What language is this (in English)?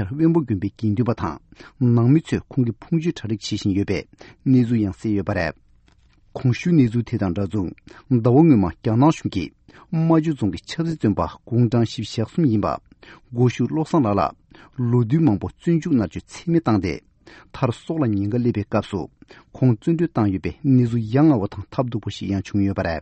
Tibetan